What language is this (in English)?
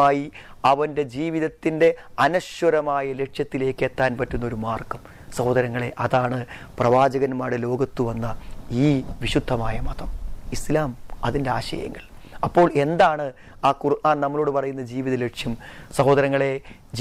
Malayalam